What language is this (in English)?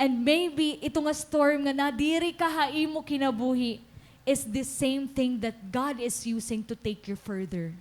Waray